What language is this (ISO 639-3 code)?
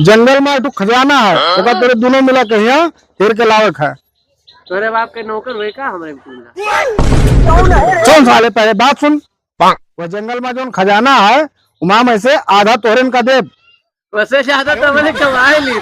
awa